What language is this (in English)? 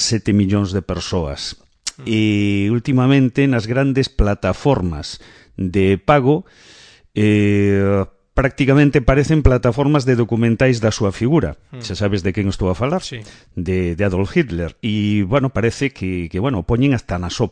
Galician